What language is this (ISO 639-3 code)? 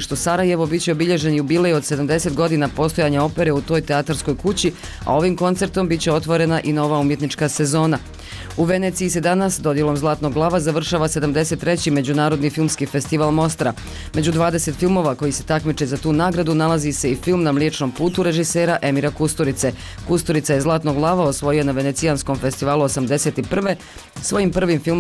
bos